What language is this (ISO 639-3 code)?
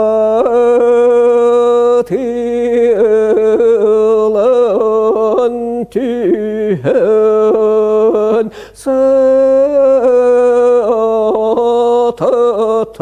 sah